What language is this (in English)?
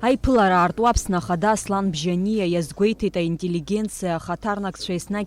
Abkhazian